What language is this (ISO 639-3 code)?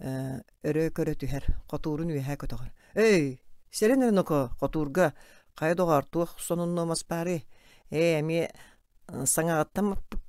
sah